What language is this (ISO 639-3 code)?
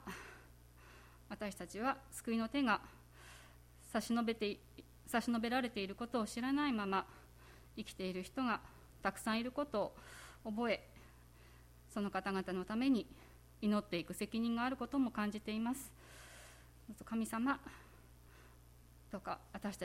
jpn